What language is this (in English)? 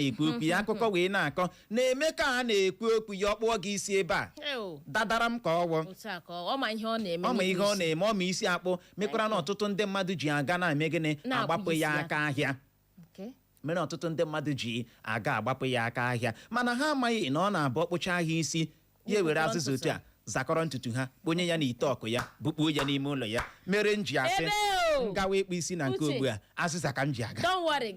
Igbo